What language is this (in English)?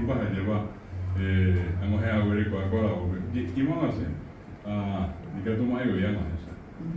Guarani